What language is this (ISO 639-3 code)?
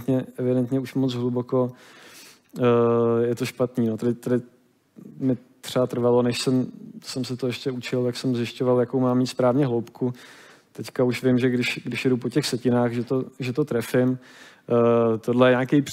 ces